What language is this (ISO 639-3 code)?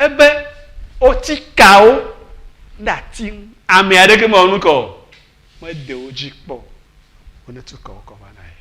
ewe